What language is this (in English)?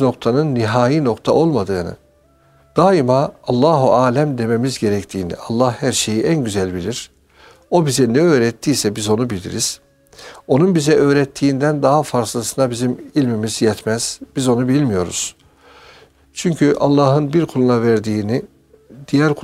Turkish